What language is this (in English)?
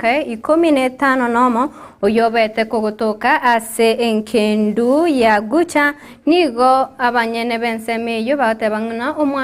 Gusii